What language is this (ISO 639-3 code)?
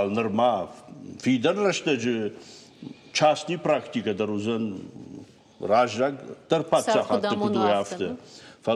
oss